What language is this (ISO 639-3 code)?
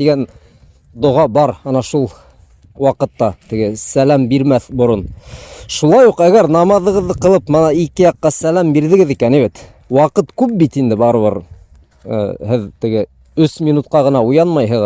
bak